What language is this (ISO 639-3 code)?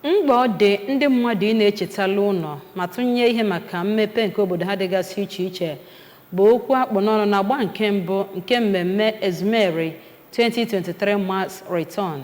ibo